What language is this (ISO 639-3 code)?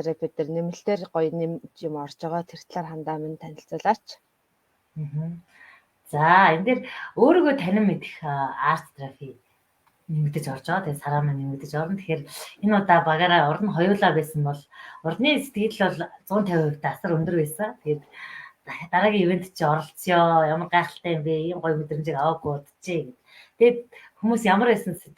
mon